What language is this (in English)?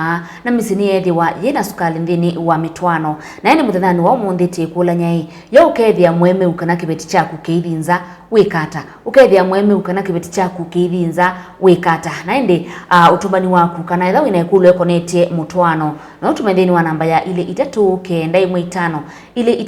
Kamba